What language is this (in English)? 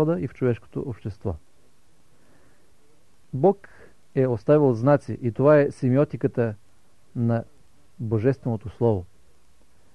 Bulgarian